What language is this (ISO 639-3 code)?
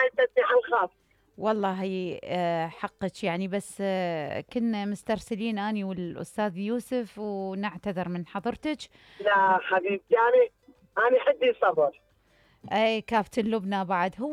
acm